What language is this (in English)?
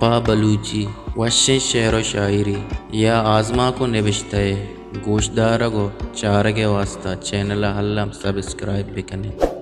Baluchi